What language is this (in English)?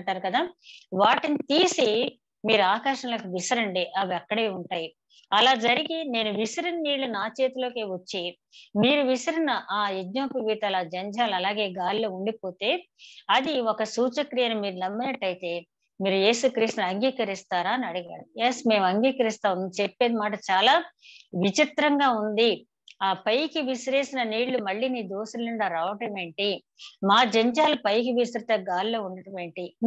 Telugu